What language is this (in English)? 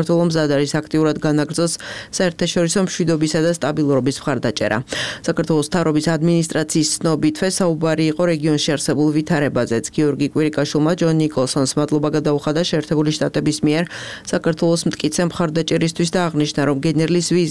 Georgian